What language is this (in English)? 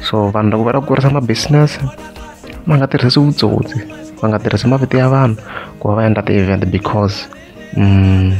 Tsonga